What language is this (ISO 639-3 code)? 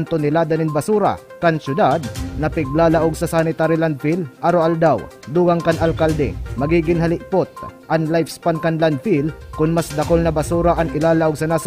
bik